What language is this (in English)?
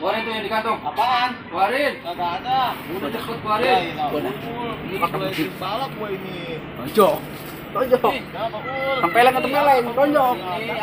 Betawi